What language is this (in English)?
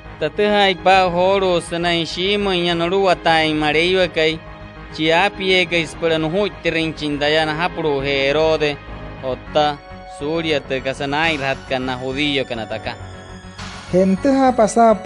Wayuu